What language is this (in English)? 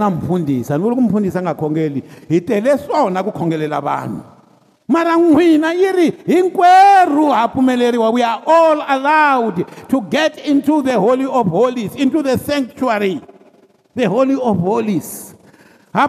Tsonga